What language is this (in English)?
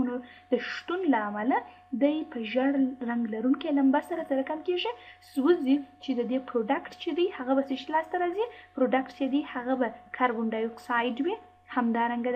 Pashto